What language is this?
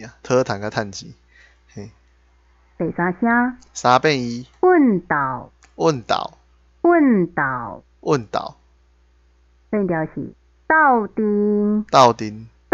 Min Nan Chinese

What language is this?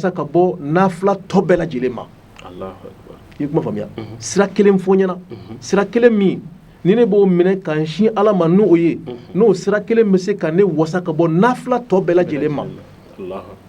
Bambara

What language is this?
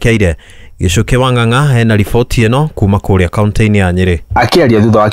Kikuyu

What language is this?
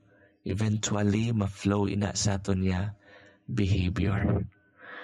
Hiligaynon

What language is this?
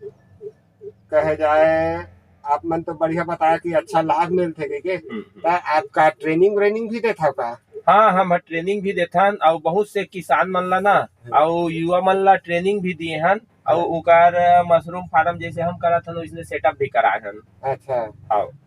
Chhattisgarhi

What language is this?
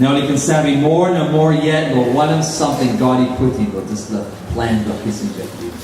Tok Pisin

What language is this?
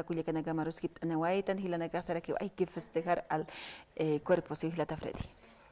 Aymara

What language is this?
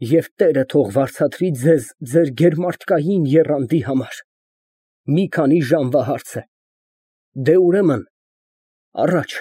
Armenian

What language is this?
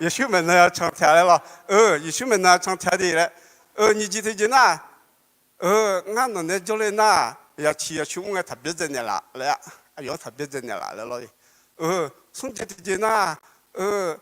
Akha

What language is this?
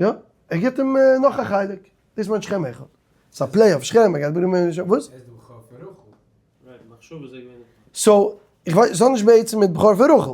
Yiddish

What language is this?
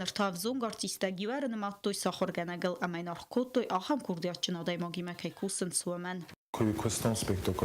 Ossetic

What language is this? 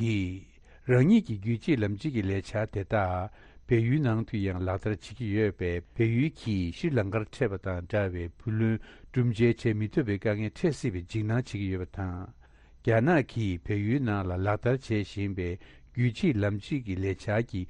Tibetan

